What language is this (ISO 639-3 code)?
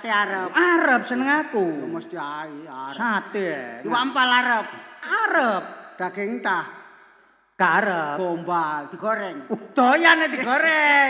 jav